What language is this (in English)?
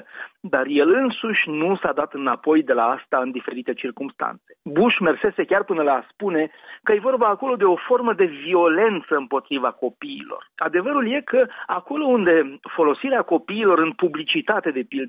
Romanian